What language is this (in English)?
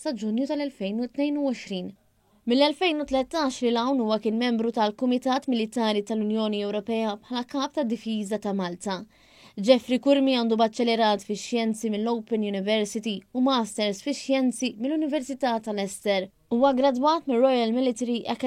Maltese